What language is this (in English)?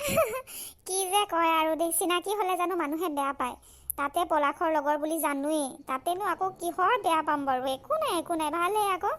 Assamese